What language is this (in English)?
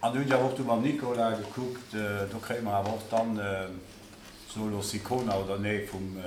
Luxembourgish